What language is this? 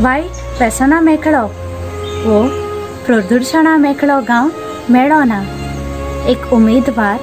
Konkani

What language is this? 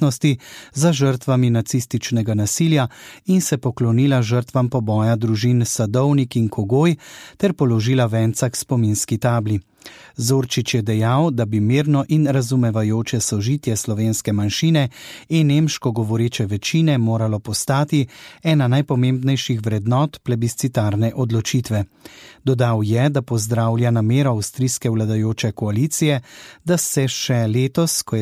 Slovenian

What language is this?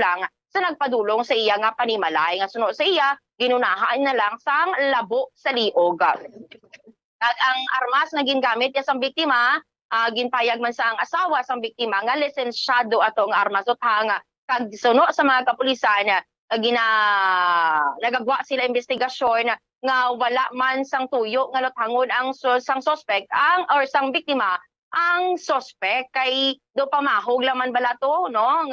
Hiligaynon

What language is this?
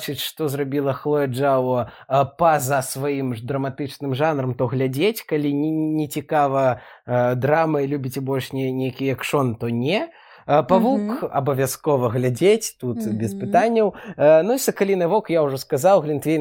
Belarusian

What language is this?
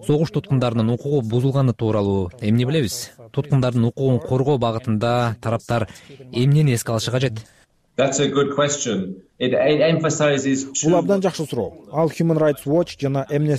Kyrgyz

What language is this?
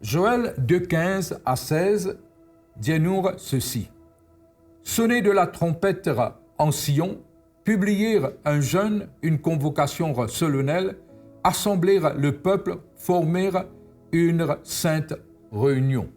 Morisyen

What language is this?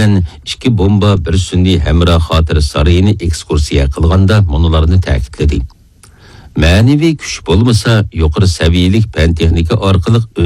Uyghur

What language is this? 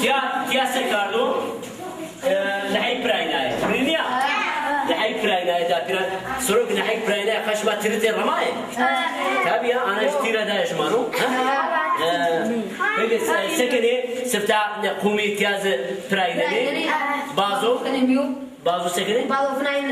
Zaza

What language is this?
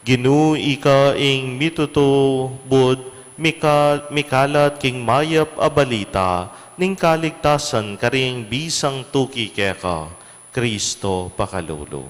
Pampanga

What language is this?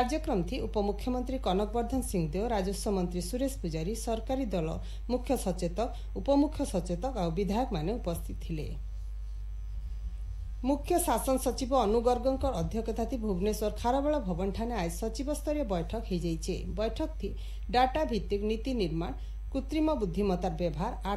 Odia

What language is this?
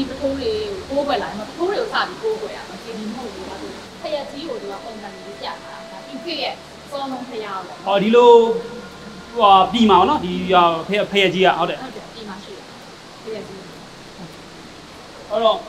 Burmese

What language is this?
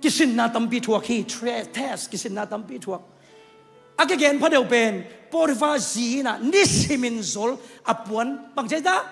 Tedim Chin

